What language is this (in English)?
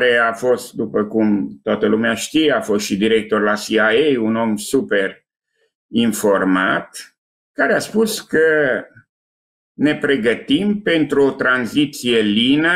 Romanian